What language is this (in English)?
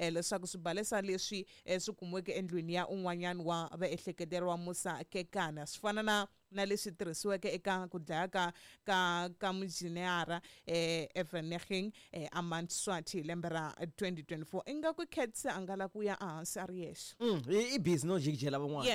Tsonga